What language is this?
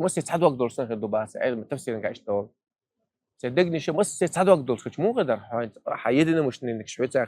Chechen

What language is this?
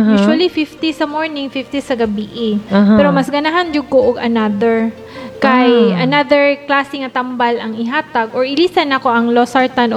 Cebuano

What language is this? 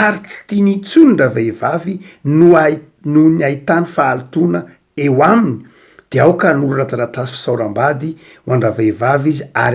Malagasy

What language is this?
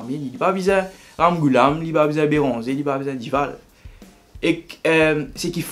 Morisyen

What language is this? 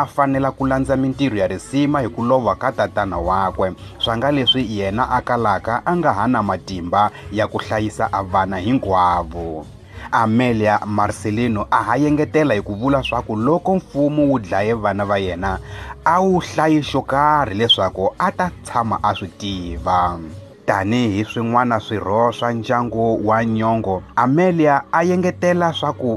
Tsonga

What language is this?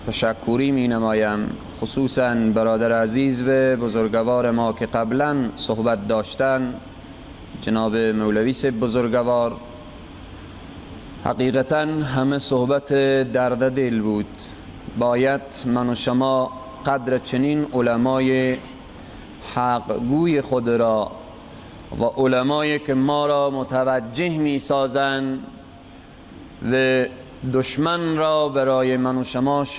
Persian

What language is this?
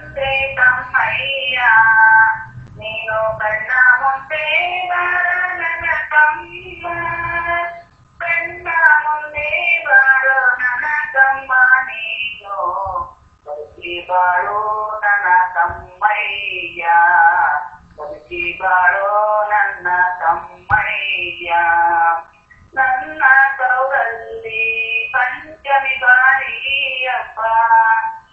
Kannada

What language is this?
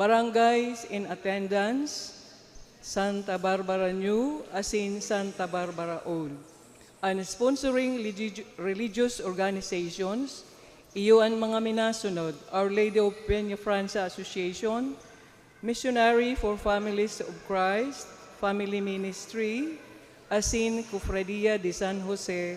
Bikol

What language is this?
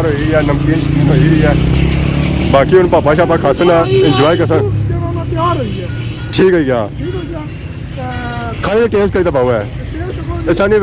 Pahari-Potwari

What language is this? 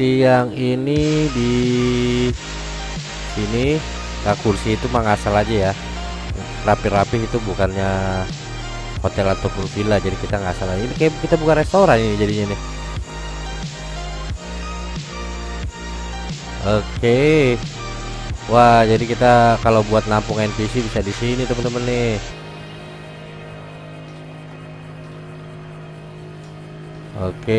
Indonesian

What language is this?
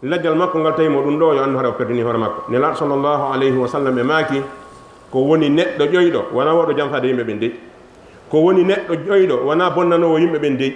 Fula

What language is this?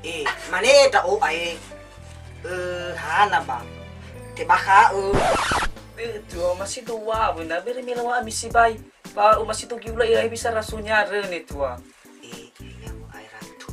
Nias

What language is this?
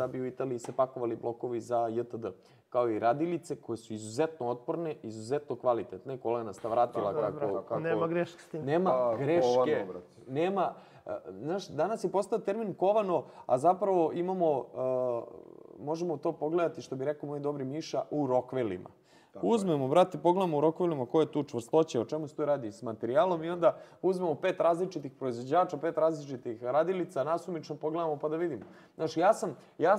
Serbian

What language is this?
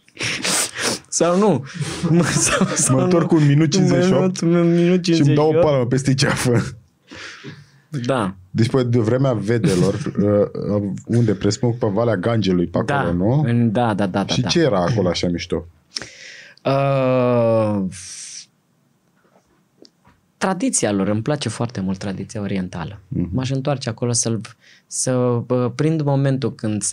Romanian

